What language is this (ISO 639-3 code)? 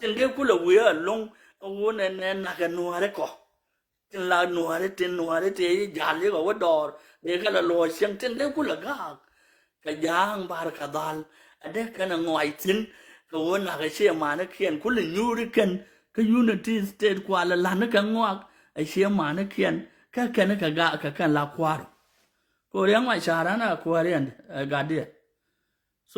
nus